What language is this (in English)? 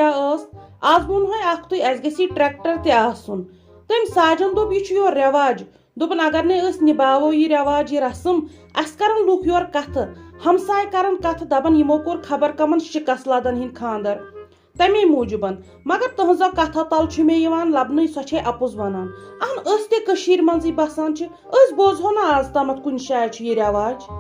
Kashmiri